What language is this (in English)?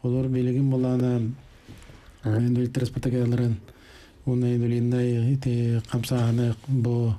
Yakut